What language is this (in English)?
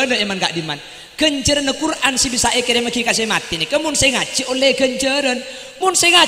Madurese